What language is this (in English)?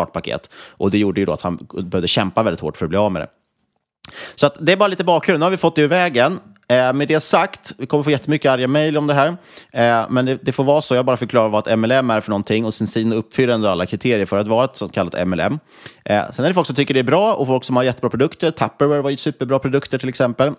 Swedish